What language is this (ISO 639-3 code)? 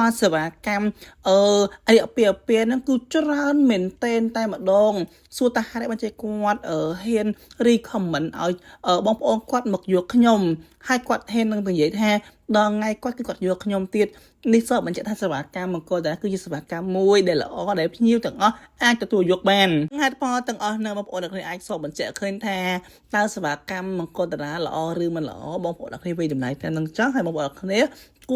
khm